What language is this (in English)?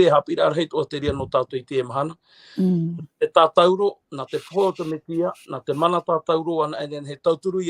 Tahitian